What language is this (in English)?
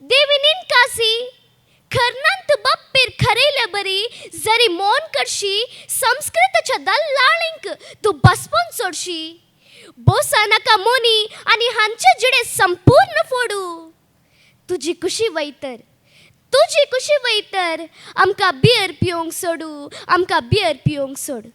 Konkani